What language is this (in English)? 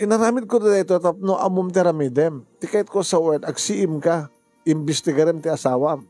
Iloko